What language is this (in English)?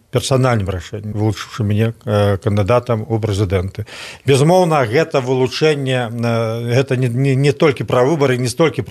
Belarusian